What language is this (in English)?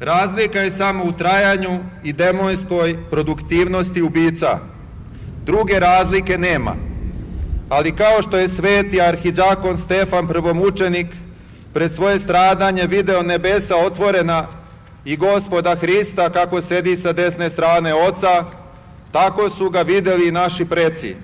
Serbian